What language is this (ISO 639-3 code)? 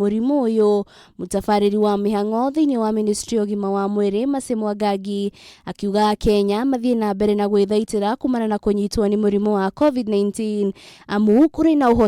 kik